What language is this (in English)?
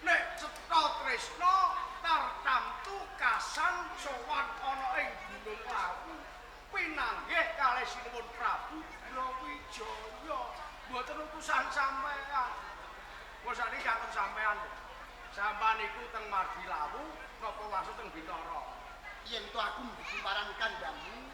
Javanese